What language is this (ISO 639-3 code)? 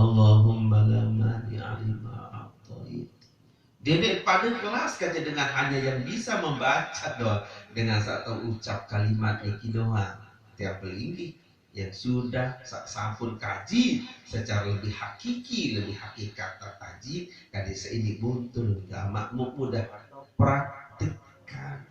sas